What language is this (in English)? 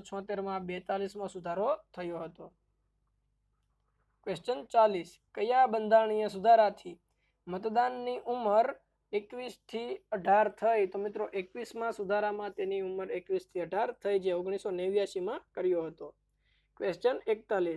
Gujarati